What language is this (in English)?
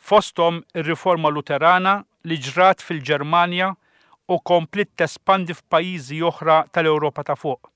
Maltese